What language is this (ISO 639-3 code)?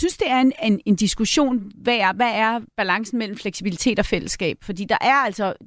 dan